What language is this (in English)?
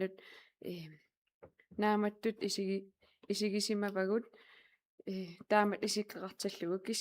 Kalaallisut